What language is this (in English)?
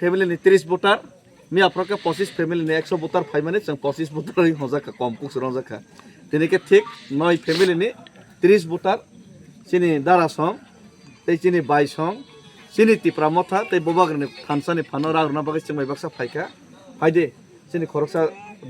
Kok Borok